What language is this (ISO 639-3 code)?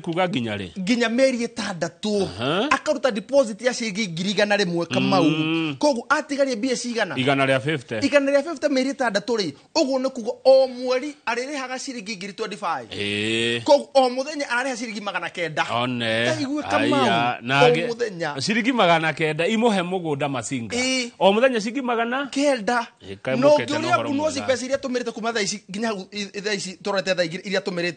kik